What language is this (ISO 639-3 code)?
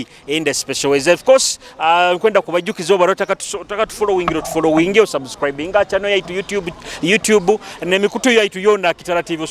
nyo